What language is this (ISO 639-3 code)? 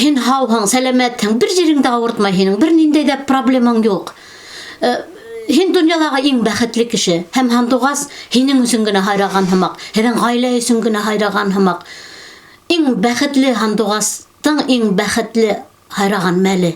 bak